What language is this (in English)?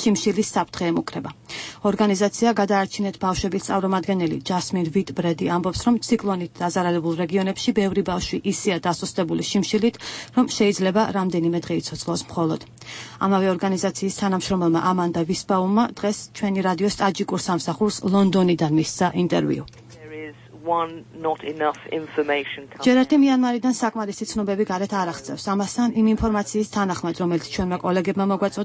Georgian